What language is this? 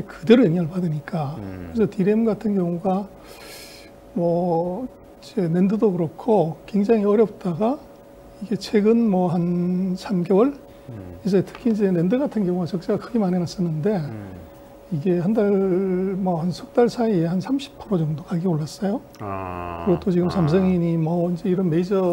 Korean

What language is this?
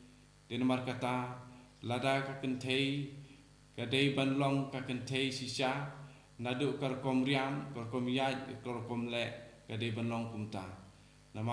Khasi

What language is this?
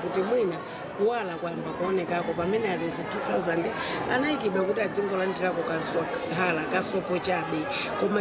Nyanja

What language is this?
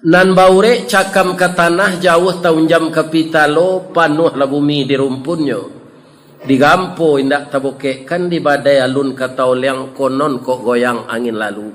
Minangkabau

